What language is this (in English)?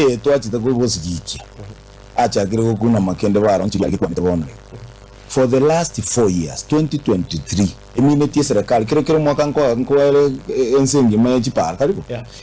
Gusii